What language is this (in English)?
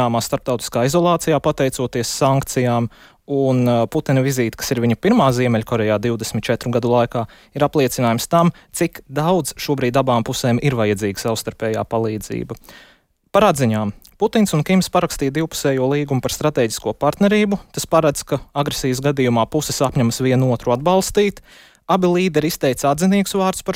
Latvian